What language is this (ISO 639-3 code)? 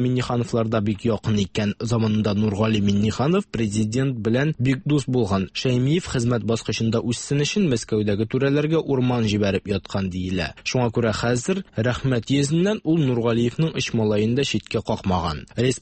tat